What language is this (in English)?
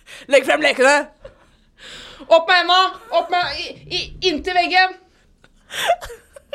Norwegian